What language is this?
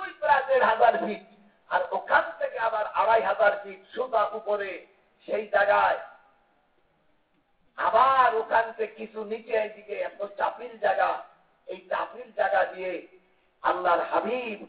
Bangla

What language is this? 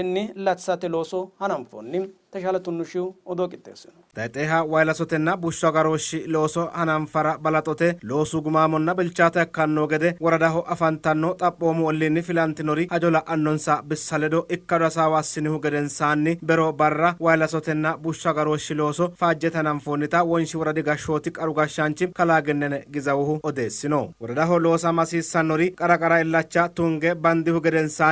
Sidamo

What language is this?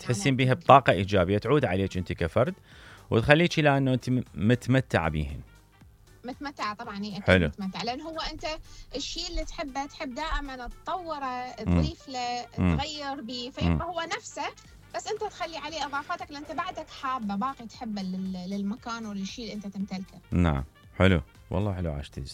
Mesopotamian Arabic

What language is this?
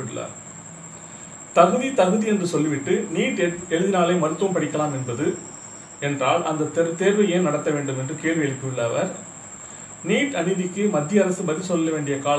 Tamil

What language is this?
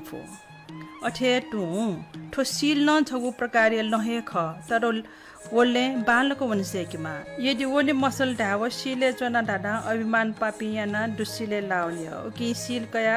Newari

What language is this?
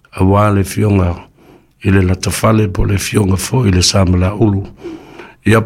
Samoan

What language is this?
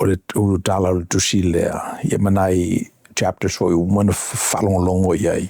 Samoan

